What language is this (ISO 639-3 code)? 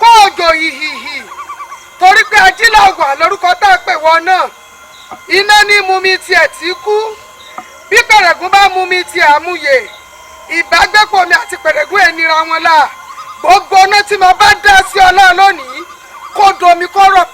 yor